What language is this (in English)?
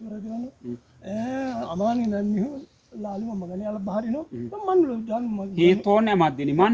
Sidamo